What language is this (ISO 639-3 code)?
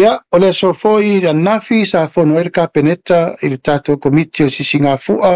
smo